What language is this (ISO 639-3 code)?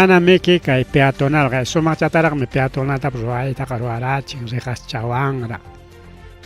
quy